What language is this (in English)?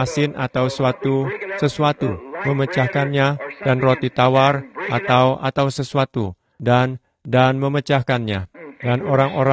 Indonesian